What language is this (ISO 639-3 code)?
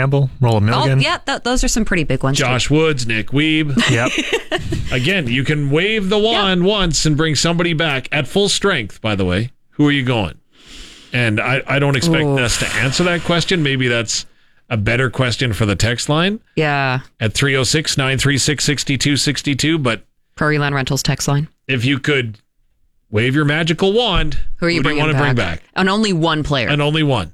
eng